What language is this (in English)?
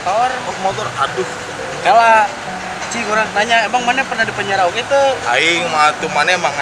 Sundanese